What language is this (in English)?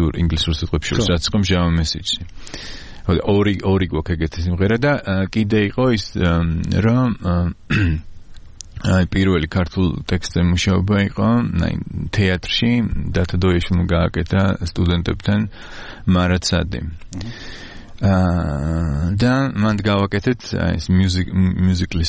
Georgian